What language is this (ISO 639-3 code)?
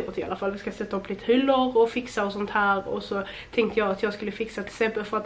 swe